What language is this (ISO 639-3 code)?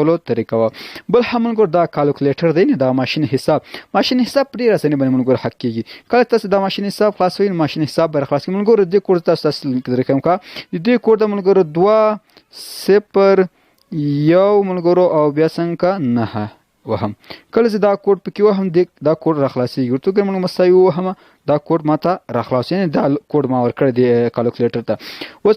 pus